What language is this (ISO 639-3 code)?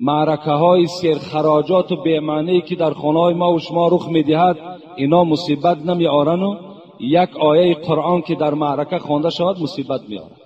tgk